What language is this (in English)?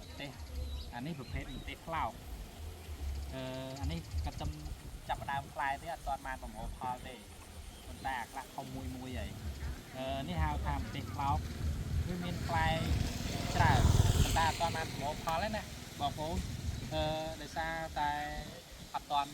Khmer